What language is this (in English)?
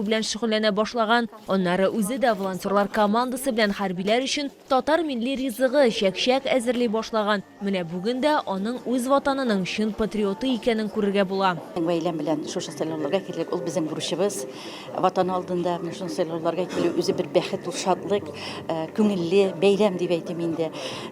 Tatar